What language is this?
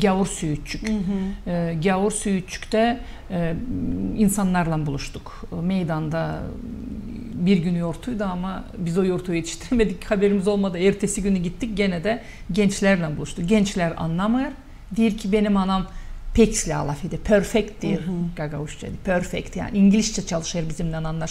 Gagauz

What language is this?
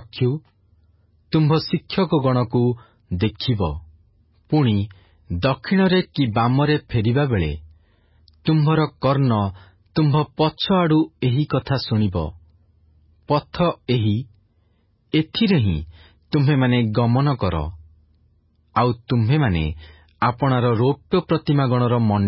Odia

